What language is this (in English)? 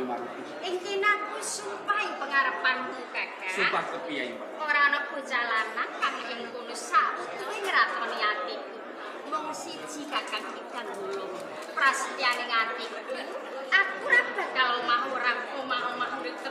Javanese